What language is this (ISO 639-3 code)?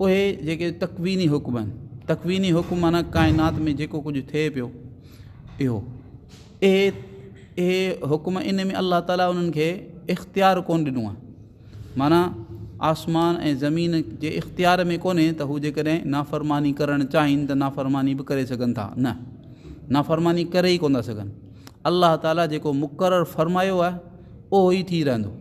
snd